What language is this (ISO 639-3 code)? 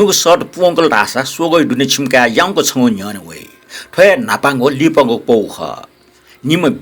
new